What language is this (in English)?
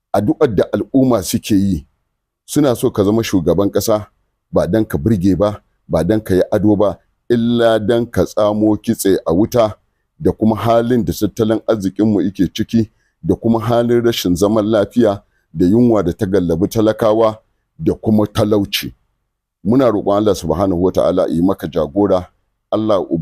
Hausa